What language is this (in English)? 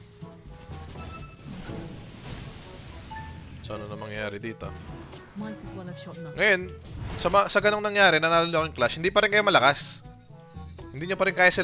Filipino